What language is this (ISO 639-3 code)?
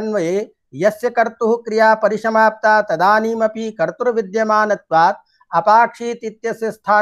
san